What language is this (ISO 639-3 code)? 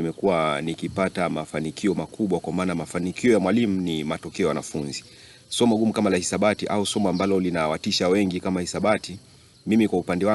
swa